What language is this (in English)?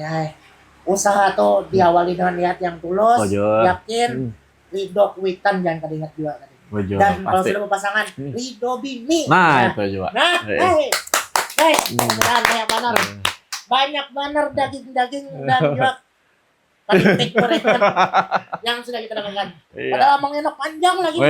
Banjar